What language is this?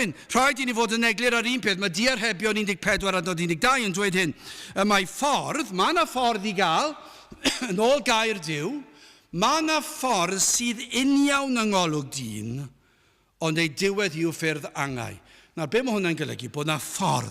Welsh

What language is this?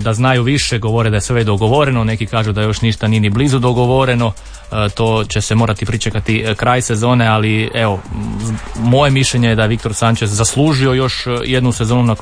Croatian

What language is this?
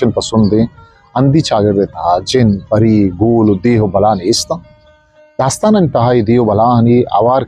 Eastern Balochi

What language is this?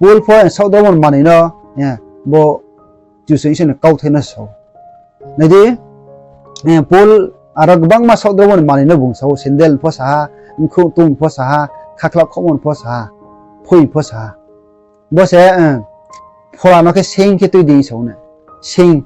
Riang (India)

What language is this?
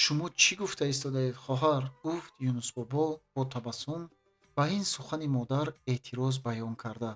Tajik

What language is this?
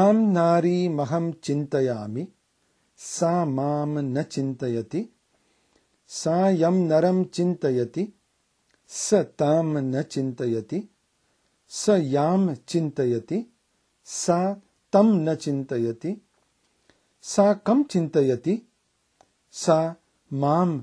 Sanskrit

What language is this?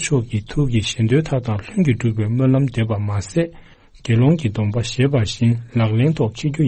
Tibetan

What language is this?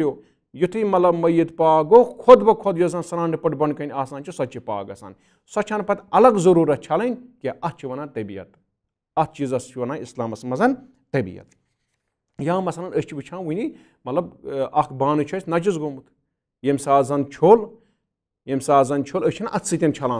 Kashmiri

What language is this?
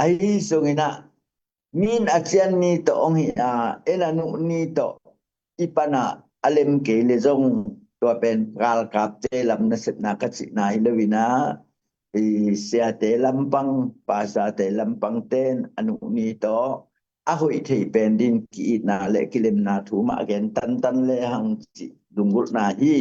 Tedim Chin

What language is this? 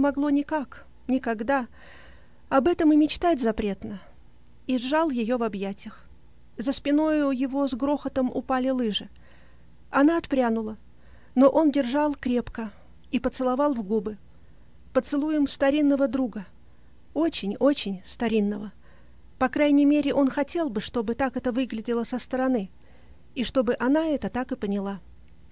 Russian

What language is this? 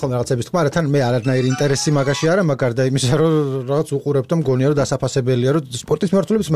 Georgian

